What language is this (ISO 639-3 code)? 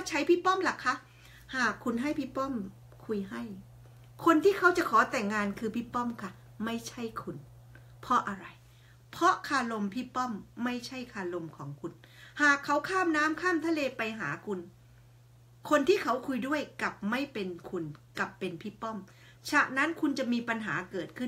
tha